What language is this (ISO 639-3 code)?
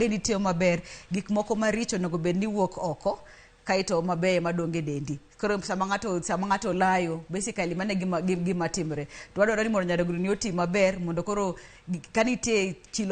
luo